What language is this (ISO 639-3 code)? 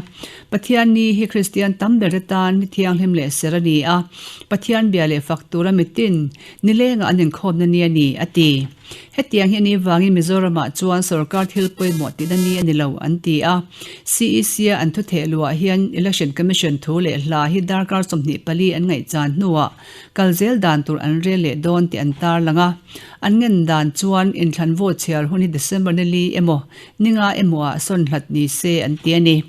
lus